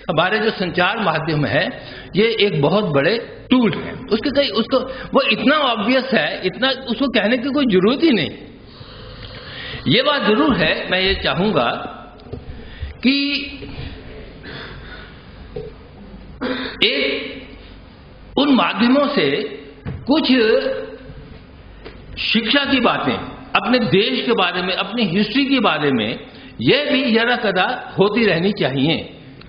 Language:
Hindi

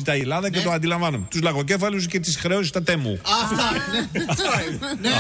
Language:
Greek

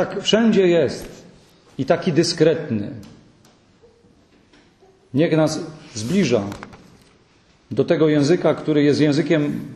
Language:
Polish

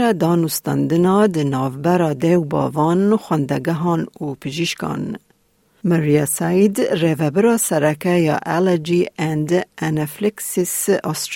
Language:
Kurdish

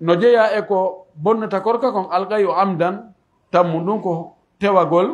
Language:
Pular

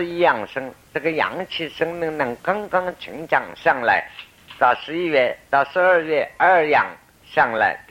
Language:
Chinese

